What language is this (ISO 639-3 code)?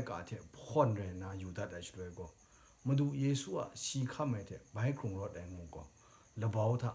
kac